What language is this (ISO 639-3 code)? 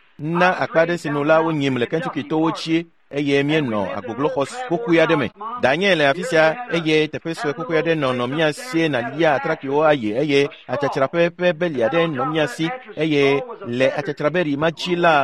ewe